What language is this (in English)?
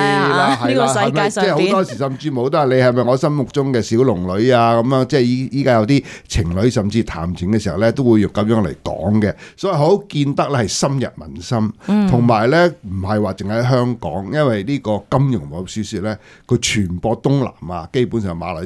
Cantonese